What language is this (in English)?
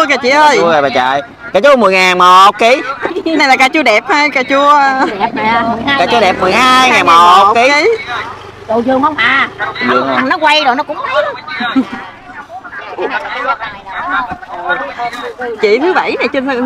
Vietnamese